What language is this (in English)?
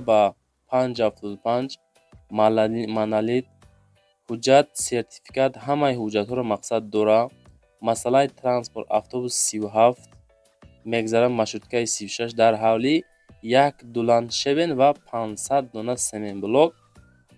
Tajik